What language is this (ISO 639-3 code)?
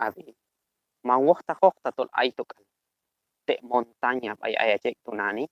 kjb